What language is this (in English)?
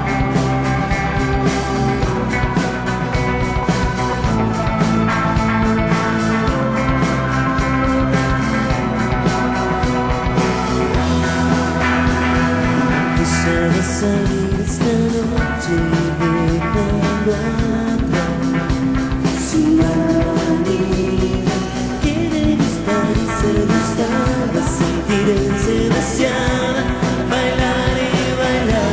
Spanish